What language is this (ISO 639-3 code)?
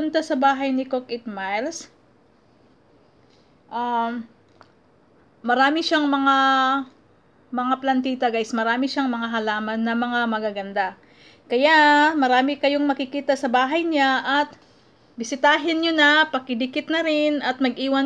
fil